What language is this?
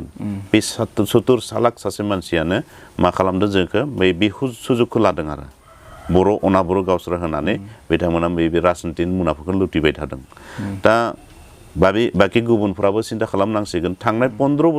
Bodo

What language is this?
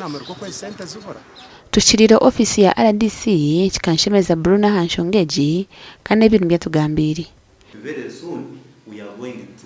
Nyankole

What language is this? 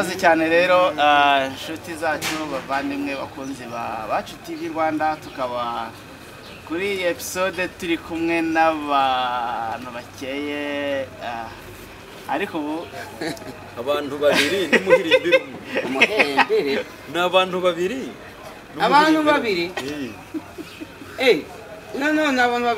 Kinyarwanda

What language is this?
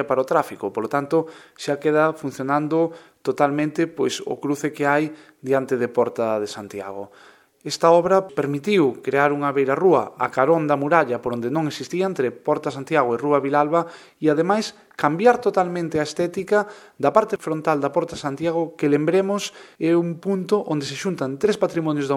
Galician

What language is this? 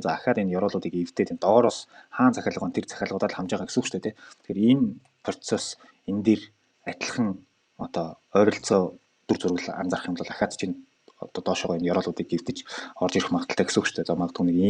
Mongolian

